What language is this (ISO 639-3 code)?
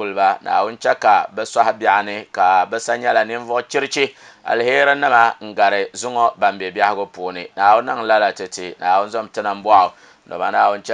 dag